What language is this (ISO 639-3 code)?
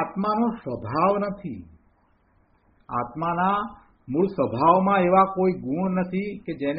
guj